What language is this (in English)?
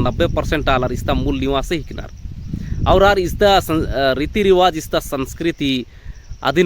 Kurukh